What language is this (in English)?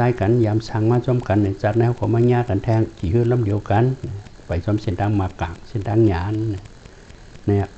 Shan